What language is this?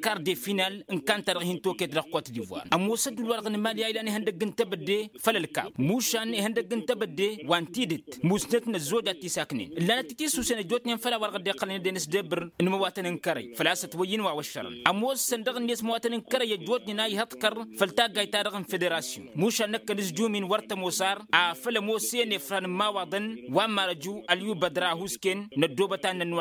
Tamasheq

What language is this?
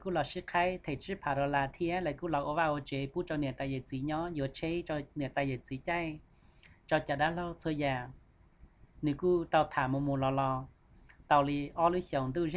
Hmong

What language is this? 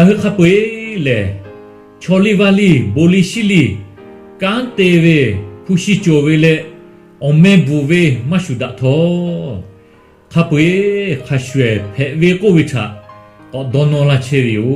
Lahu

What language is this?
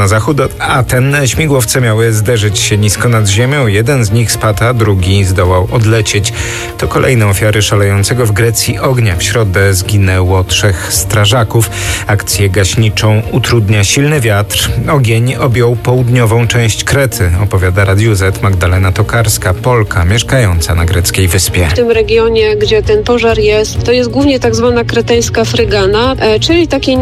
Polish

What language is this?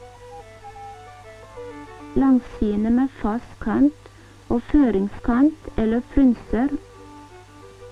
Norwegian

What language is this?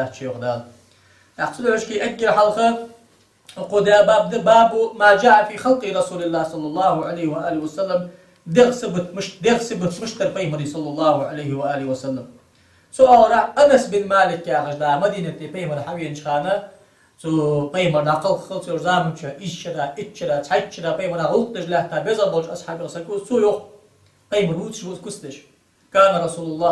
Ingush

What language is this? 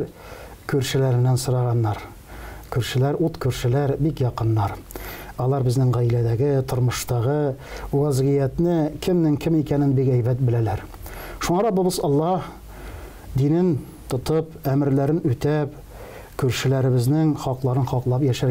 Tatar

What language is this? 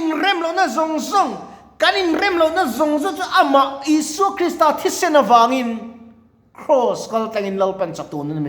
Mizo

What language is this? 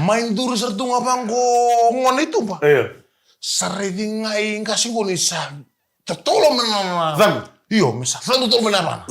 Fijian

